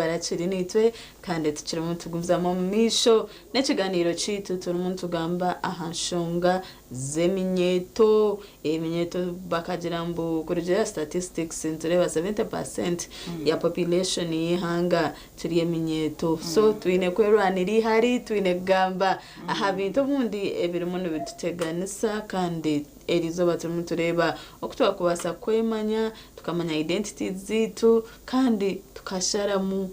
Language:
Nyankole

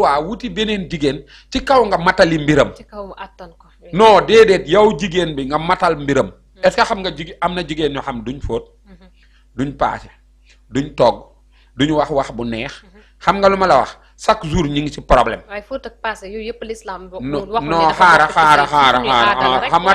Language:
Wolof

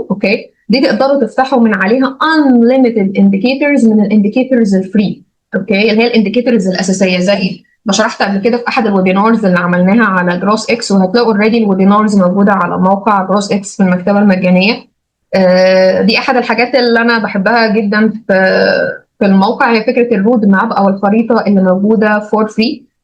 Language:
Egyptian Arabic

